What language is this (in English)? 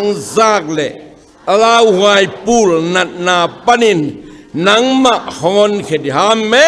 Tedim Chin